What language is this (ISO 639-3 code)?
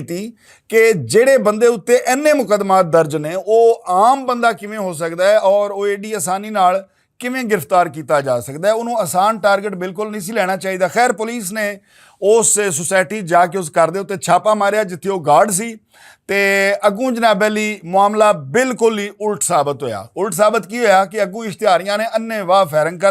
lah